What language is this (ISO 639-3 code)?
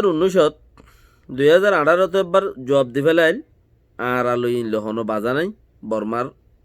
rhg